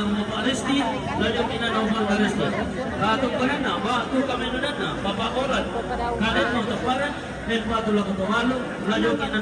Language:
Toraja-Sa'dan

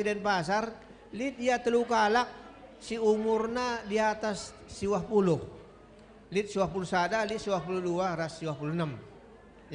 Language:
Batak Karo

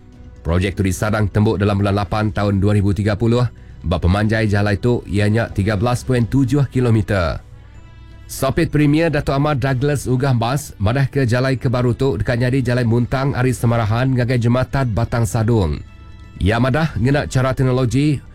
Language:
Iban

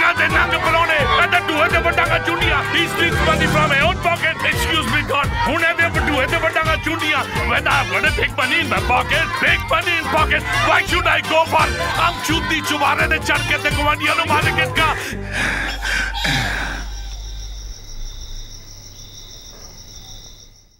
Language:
Punjabi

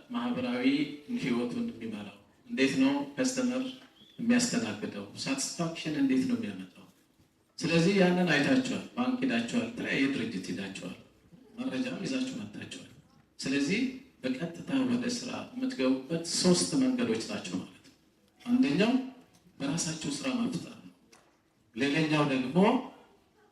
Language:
Amharic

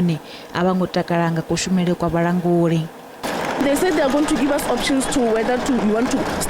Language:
Venda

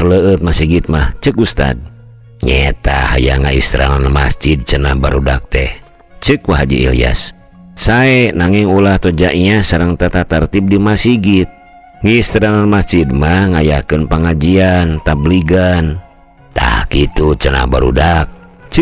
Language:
Sundanese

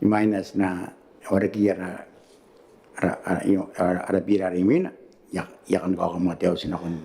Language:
Gilbertese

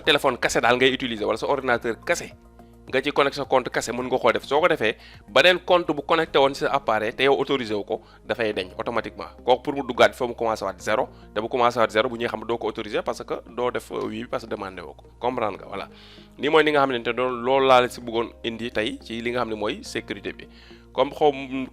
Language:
Wolof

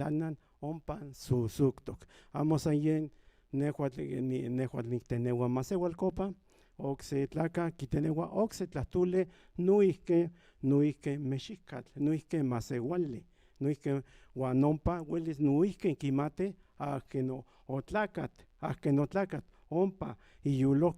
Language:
Central Nahuatl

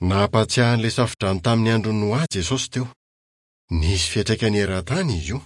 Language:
Malagasy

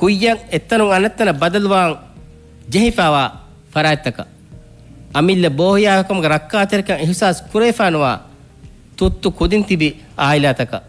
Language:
Divehi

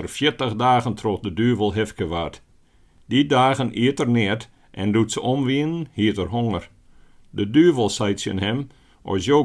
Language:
Western Frisian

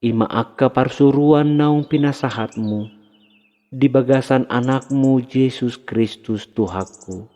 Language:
Batak Toba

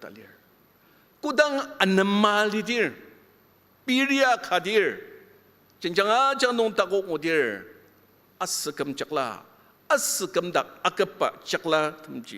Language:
Ao Naga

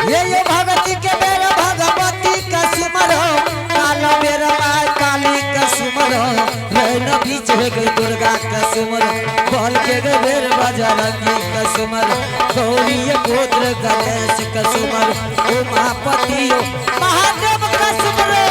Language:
Angika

